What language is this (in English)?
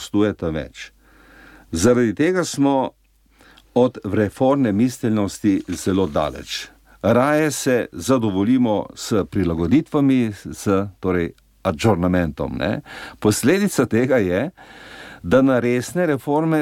Slovenian